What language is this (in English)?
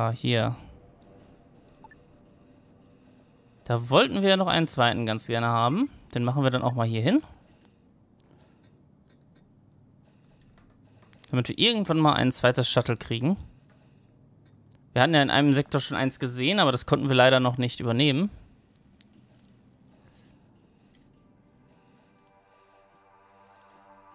German